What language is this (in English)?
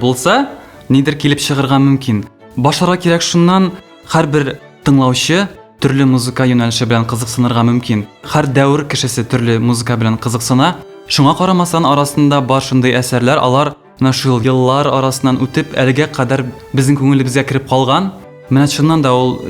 Tatar